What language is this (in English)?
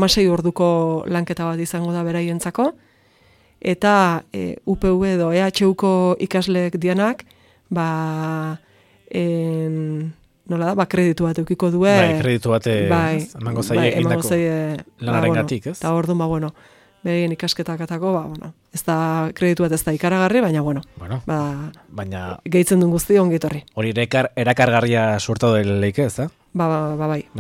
Basque